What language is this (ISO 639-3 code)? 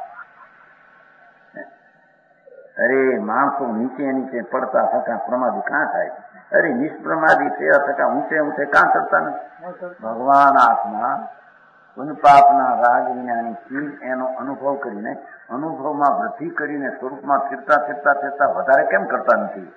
guj